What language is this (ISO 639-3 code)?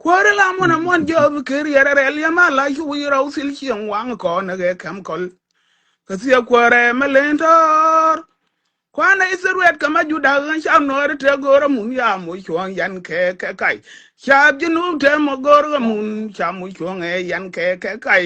nus